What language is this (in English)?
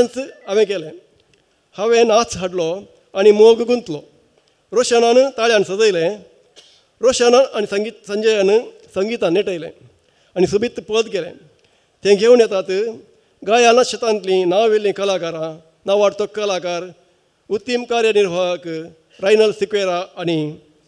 Konkani